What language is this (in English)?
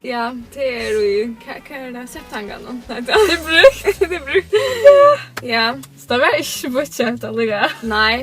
Faroese